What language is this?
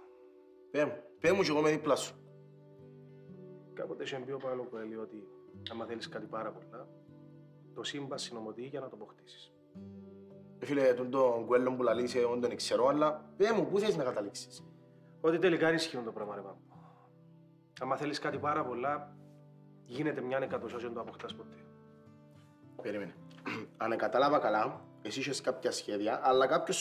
Greek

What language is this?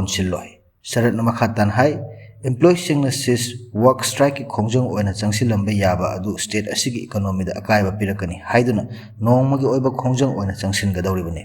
Manipuri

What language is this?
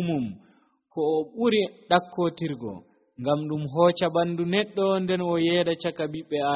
Nigerian Fulfulde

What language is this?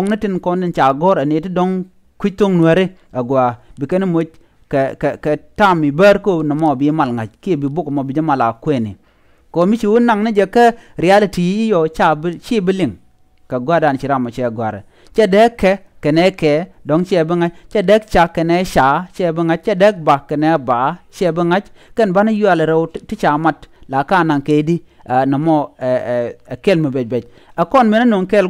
Nuer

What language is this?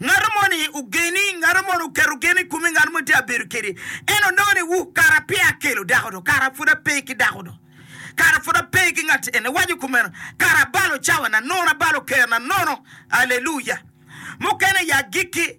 Acoli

